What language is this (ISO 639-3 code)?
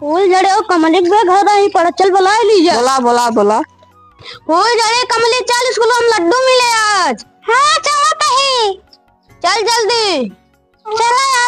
awa